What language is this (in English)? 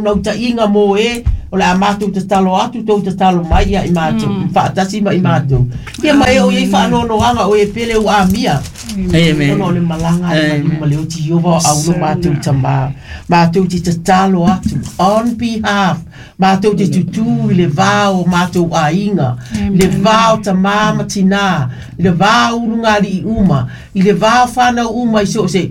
Samoan